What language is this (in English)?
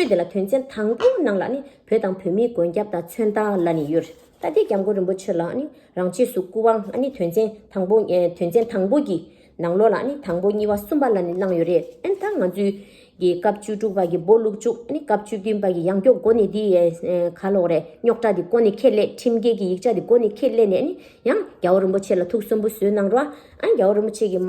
Tibetan